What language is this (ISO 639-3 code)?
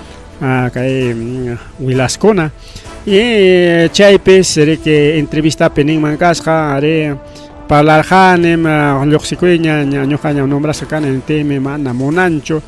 quy